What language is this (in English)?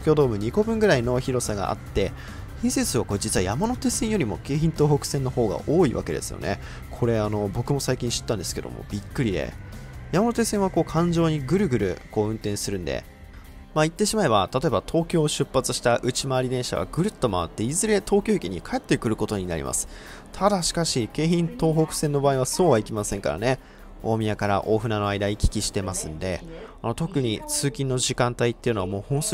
Japanese